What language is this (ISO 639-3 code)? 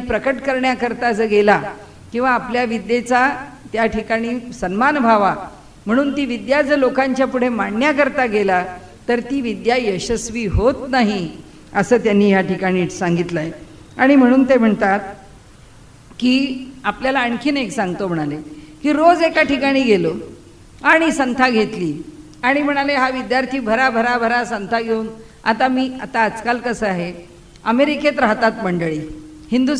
mar